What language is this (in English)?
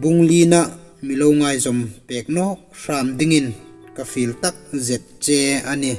Hmar